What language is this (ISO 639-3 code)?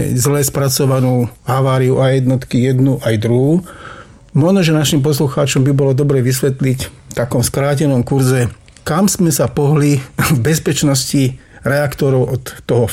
slk